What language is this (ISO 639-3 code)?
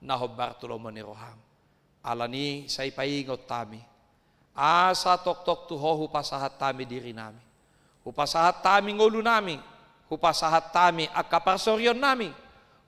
bbc